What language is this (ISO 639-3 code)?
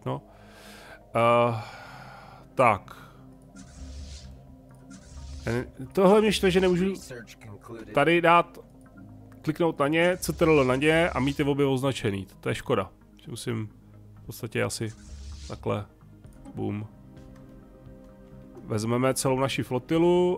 ces